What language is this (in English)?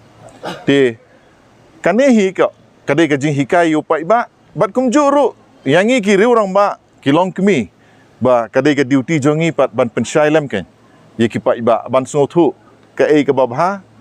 Khasi